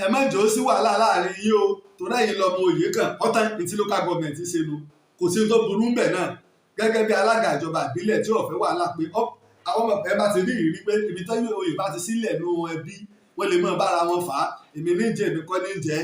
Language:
Yoruba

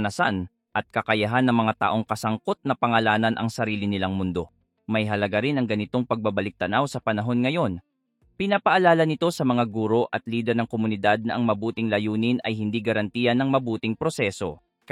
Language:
Filipino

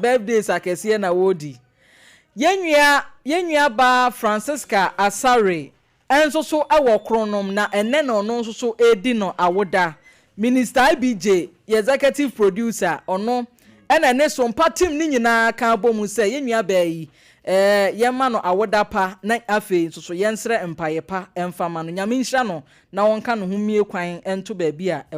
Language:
Akan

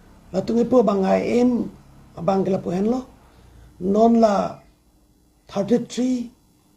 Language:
Karbi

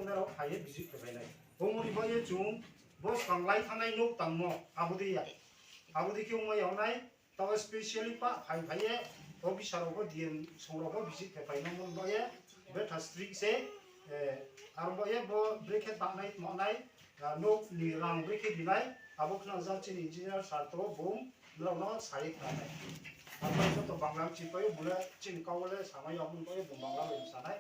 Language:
Riang (India)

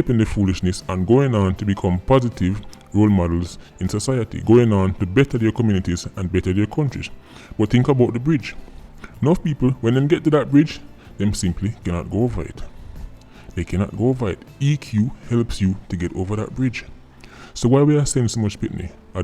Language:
Jamaican Creole English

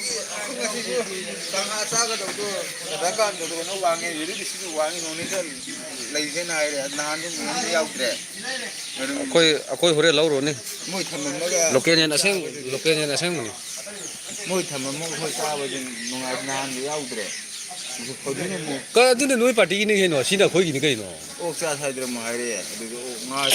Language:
Manipuri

